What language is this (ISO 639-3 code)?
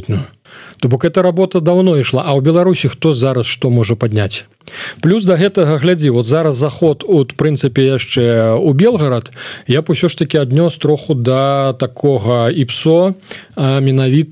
bel